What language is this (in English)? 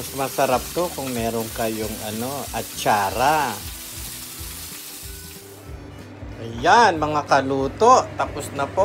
Filipino